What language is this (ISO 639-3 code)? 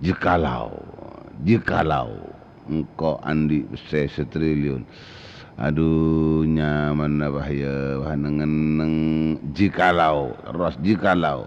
mad